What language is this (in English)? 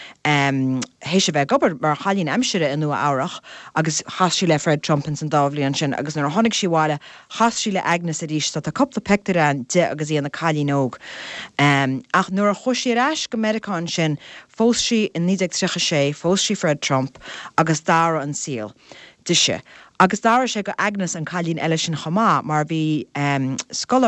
Irish